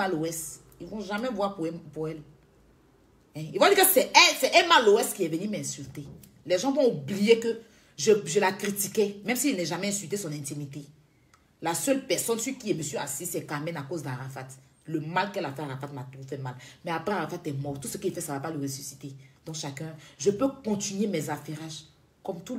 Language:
French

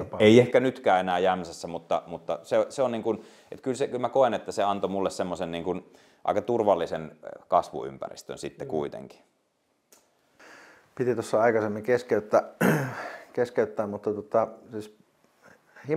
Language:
Finnish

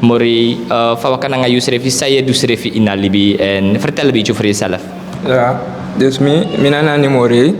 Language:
Sranan Tongo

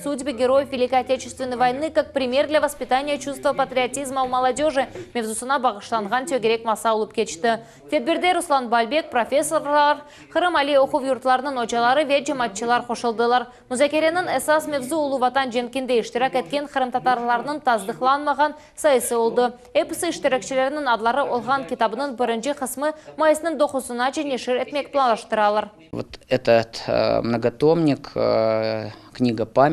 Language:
Crimean Tatar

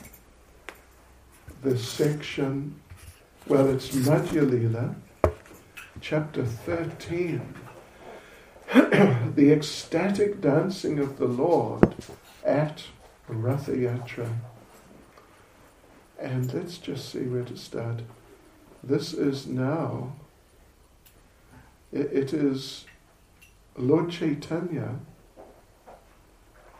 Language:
English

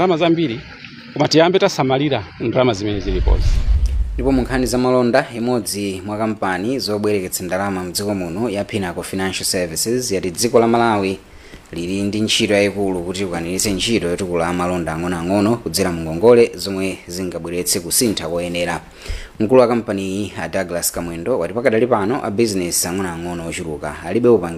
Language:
Nyanja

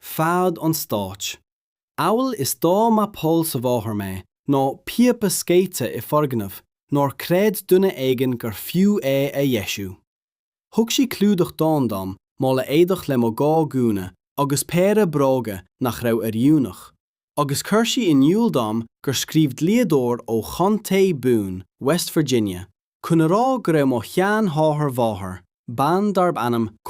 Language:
Irish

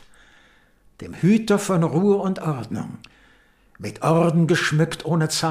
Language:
German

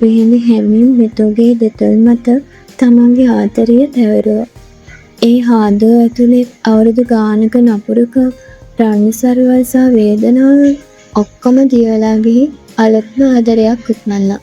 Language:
Sinhala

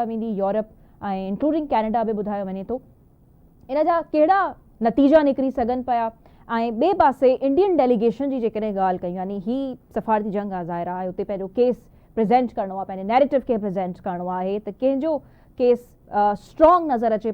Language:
Sindhi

